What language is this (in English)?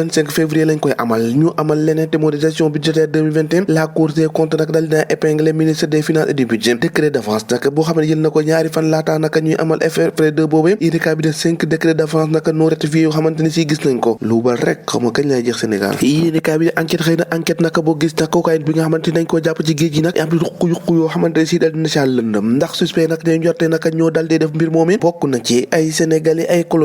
Wolof